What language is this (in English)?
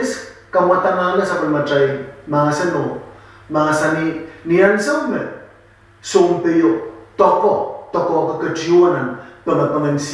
Pohnpeian